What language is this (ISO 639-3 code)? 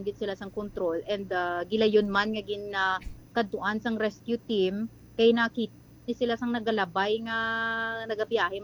hil